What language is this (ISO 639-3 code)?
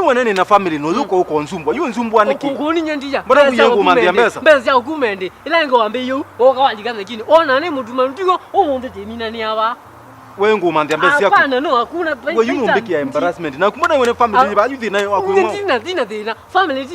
kam